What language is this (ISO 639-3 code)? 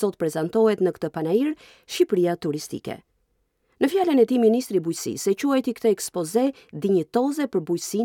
sqi